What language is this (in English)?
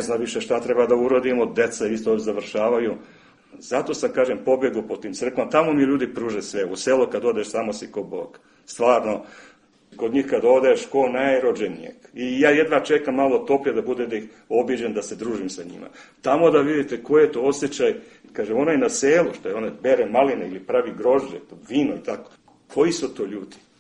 Serbian